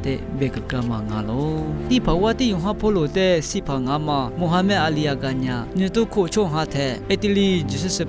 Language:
Lisu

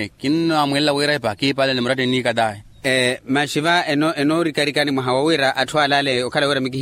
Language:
Makhuwa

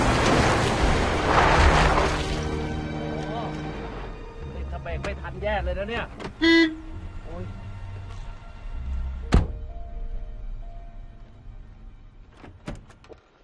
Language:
Thai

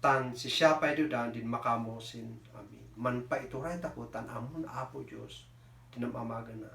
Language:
Kankanaey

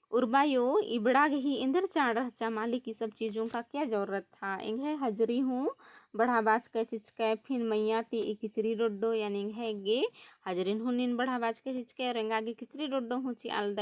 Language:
Kurukh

